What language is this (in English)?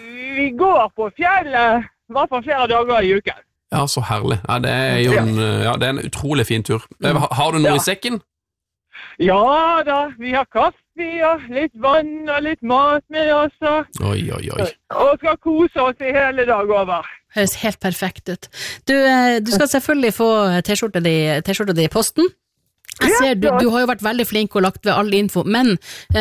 Norwegian